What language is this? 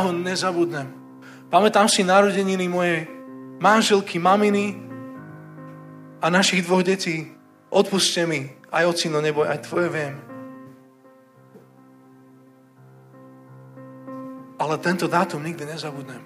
Slovak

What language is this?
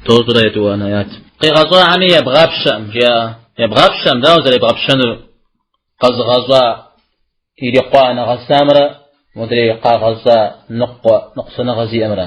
Kabardian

